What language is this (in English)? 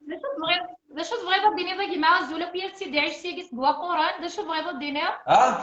Kabyle